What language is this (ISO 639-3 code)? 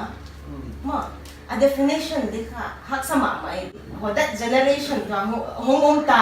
pck